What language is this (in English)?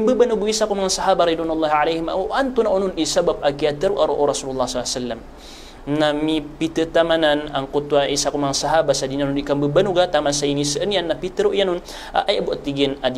Maranao